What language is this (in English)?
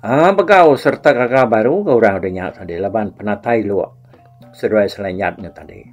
Iban